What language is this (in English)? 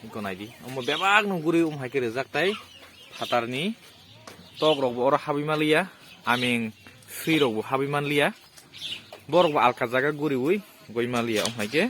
Kok Borok